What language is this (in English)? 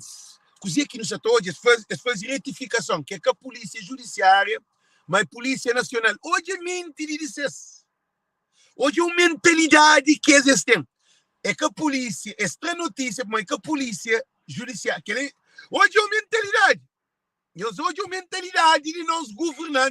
Kabuverdianu